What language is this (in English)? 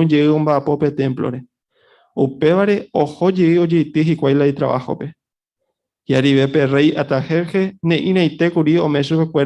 Guarani